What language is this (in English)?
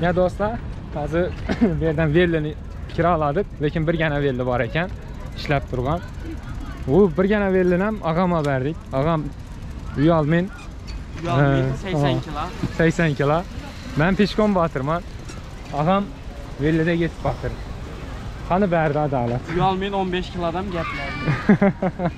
Turkmen